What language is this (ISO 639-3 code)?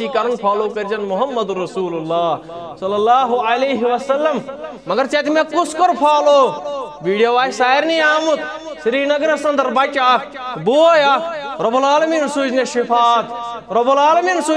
kas